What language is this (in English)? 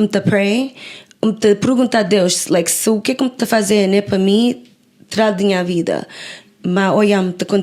Kabuverdianu